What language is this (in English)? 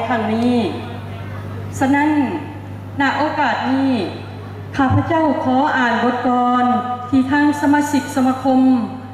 Lao